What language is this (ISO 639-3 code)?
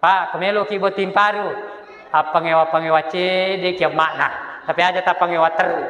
bug